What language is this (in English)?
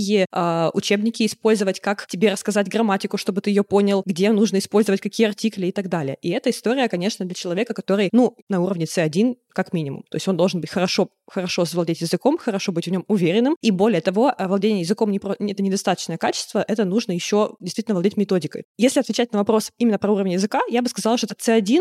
Russian